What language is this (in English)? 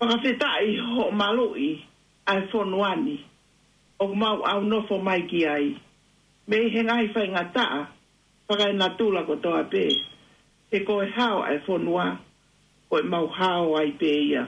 Tongan